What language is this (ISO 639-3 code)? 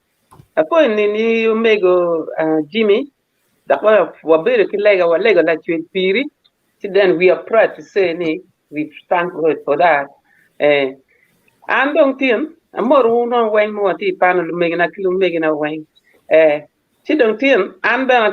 ach